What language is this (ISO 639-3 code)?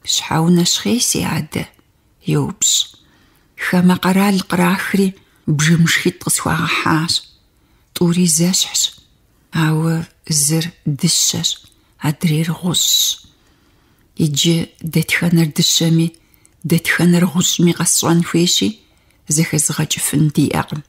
kbd